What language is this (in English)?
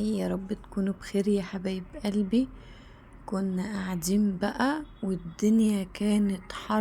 Egyptian Arabic